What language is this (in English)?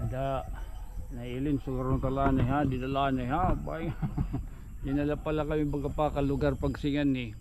Waray